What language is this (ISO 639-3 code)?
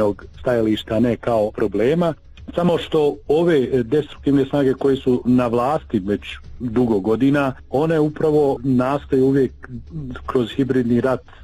bos